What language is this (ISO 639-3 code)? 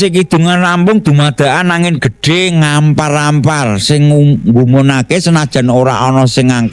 jav